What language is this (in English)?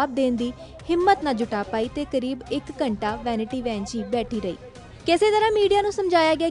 Punjabi